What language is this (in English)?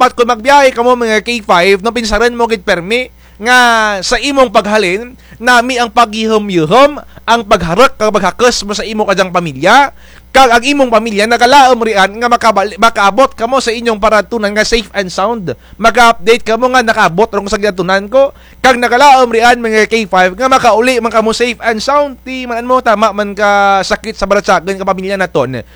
Kinaray-a